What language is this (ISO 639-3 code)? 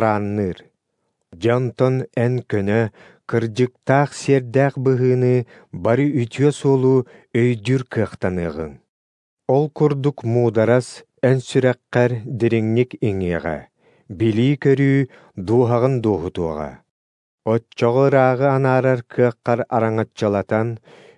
sah